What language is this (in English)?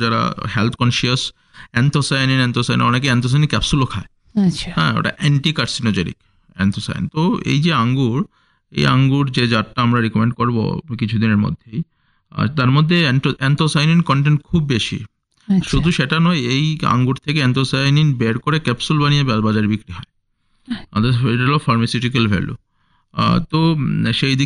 Bangla